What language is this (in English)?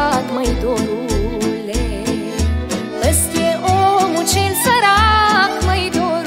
Romanian